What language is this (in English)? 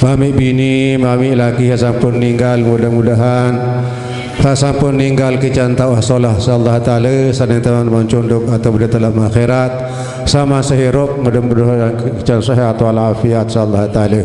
Sasak